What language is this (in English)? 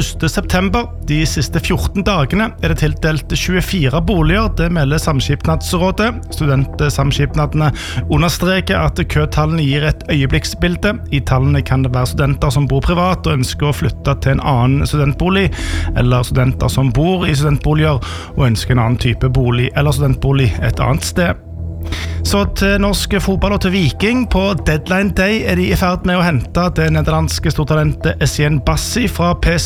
Norwegian